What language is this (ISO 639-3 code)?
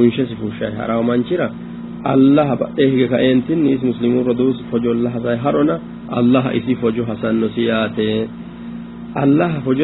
sid